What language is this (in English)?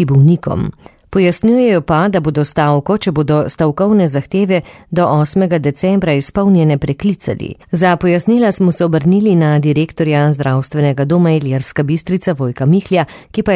Slovenian